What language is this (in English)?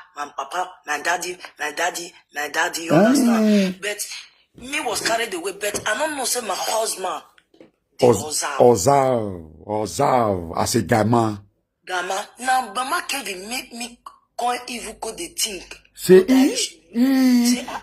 Nigerian Pidgin